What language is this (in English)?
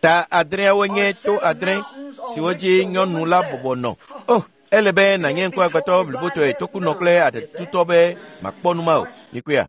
Ewe